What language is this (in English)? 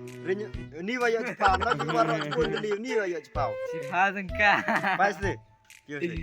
Khasi